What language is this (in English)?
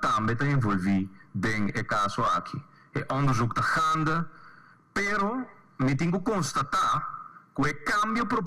Papiamento